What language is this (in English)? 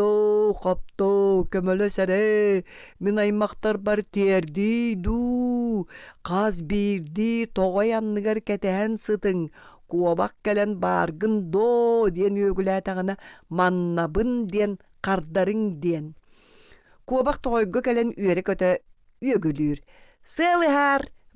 Yakut